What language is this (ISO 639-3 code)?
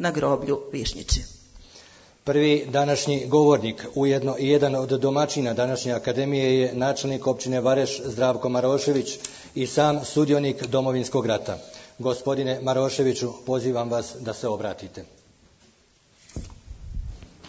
hrv